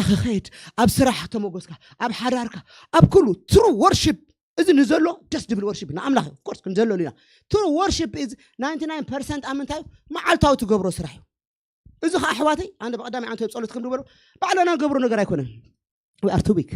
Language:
Tigrinya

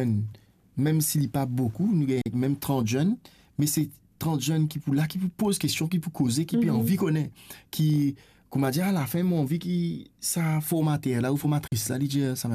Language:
Morisyen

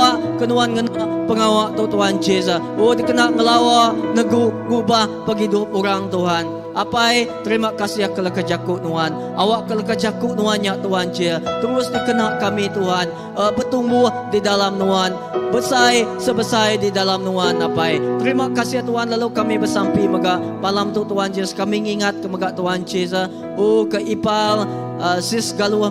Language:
Iban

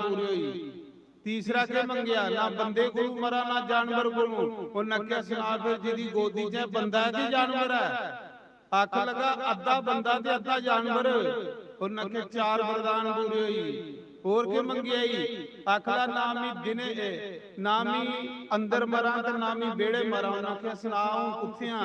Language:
Dogri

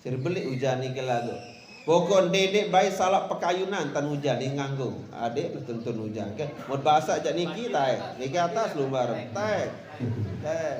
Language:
Sasak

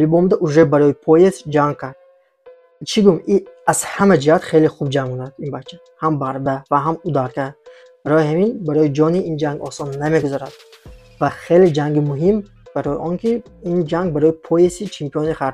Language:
Tajik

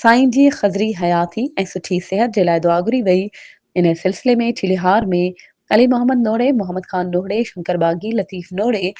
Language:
Sindhi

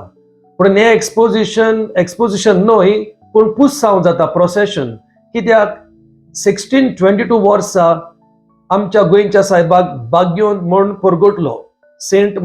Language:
Konkani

